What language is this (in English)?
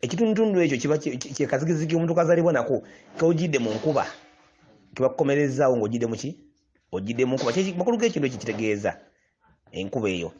Ganda